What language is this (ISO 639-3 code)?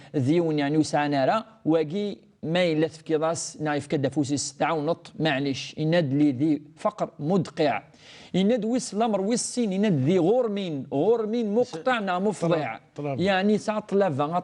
kab